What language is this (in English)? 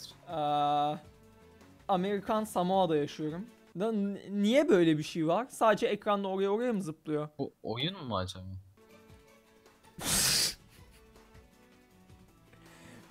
Turkish